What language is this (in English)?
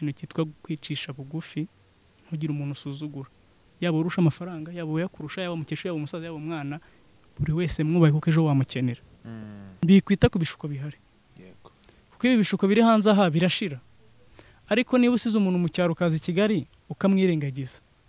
Kinyarwanda